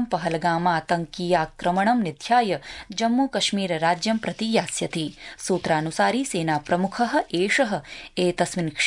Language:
Sanskrit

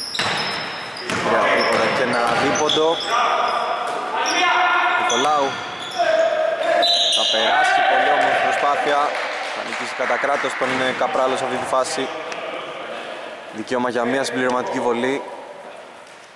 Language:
Greek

